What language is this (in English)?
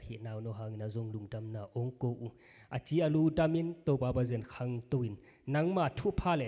Tedim Chin